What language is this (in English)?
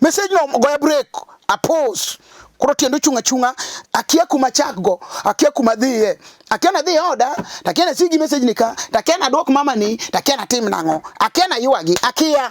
Luo (Kenya and Tanzania)